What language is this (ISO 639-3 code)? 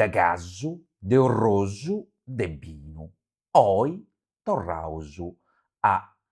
srd